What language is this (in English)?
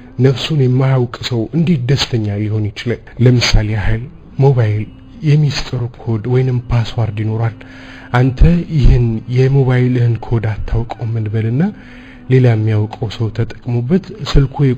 Amharic